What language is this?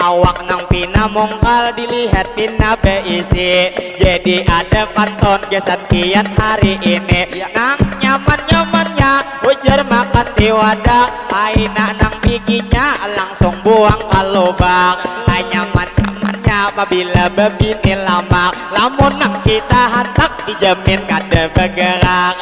Banjar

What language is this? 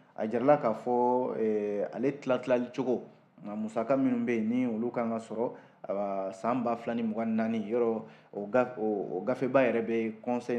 Bambara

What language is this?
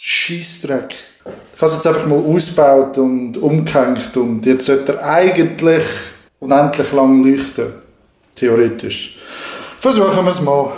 Swiss German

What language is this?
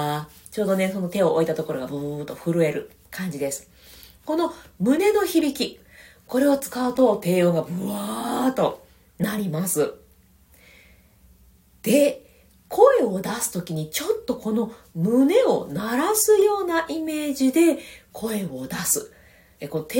Japanese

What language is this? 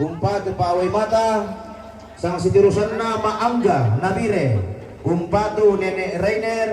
Toraja-Sa'dan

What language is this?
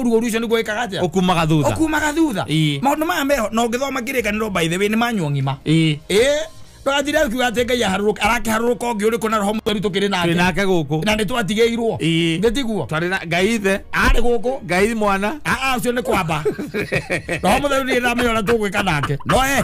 Kikuyu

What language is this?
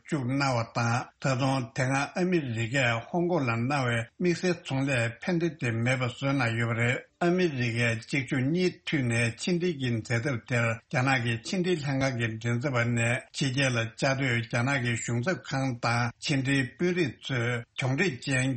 Tibetan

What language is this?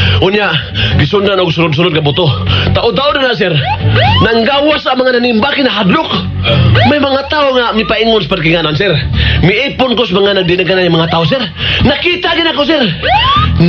Cebuano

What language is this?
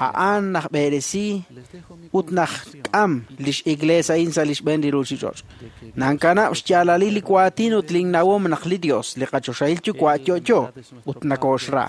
Kekchí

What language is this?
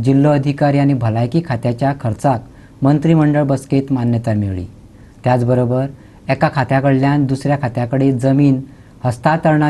Konkani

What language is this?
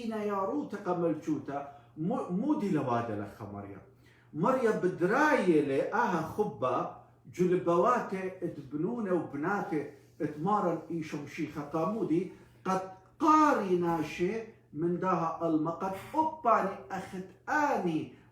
Assyrian Neo-Aramaic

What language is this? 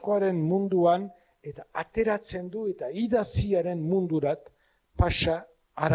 Basque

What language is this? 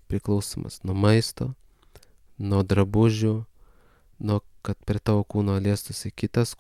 Lithuanian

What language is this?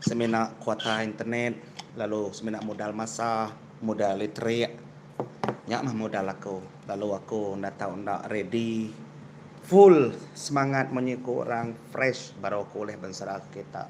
Iban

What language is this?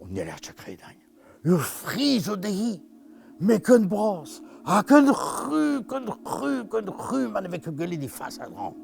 Breton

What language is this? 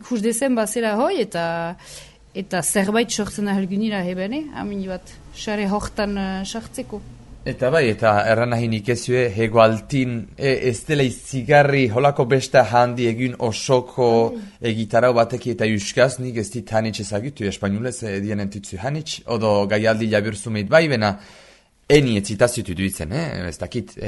Basque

